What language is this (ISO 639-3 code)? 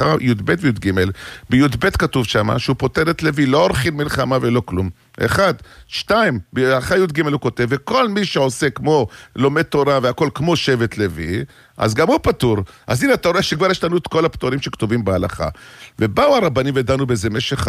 heb